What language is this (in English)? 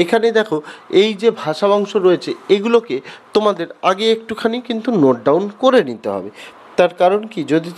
Bangla